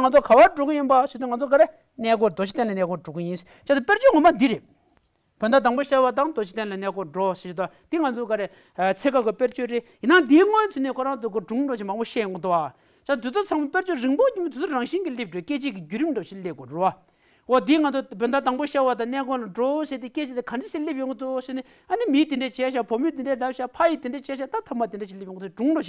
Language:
Tibetan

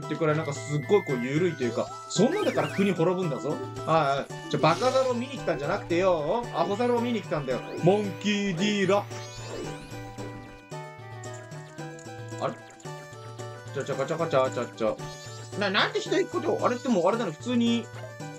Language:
Japanese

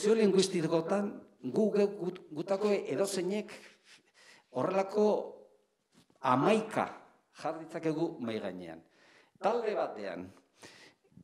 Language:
Basque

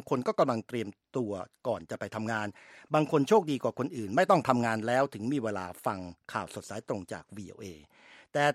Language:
Thai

